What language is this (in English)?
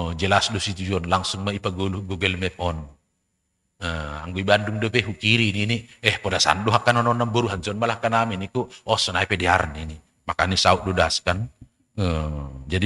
Batak Simalungun